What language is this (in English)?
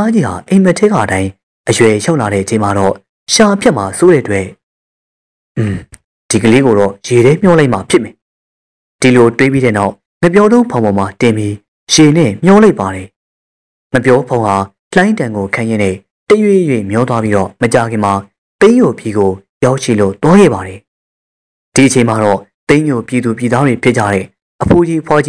Burmese